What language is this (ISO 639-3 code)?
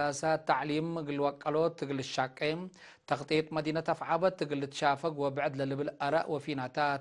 tig